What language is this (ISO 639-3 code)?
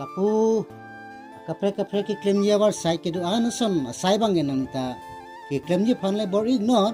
mjw